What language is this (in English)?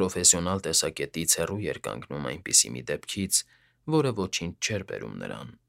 Armenian